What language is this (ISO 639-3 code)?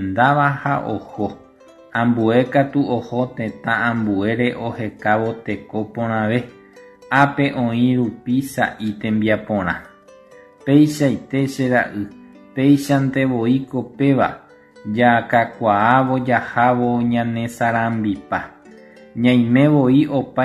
grn